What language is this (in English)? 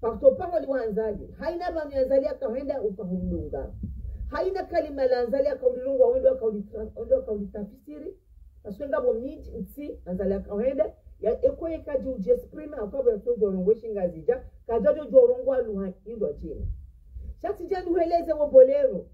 Ngazidja Comorian